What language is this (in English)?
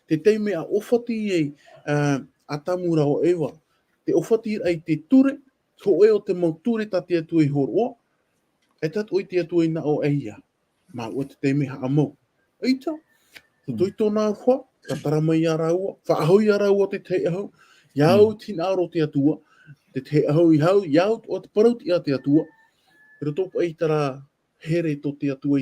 Tahitian